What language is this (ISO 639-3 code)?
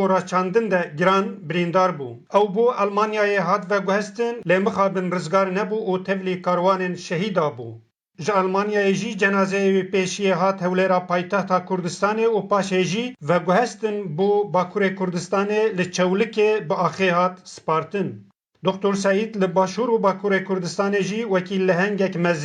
kur